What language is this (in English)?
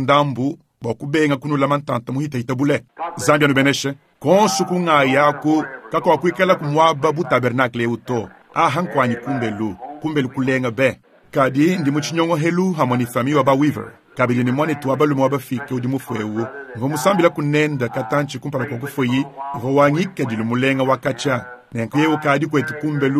Luba-Lulua